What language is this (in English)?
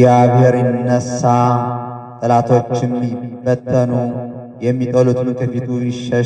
Amharic